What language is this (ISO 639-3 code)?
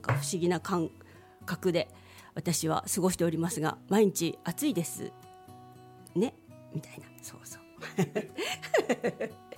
jpn